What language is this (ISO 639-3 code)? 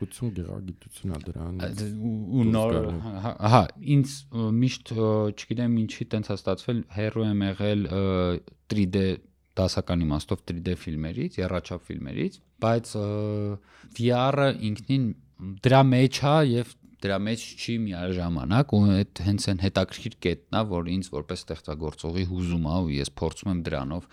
hye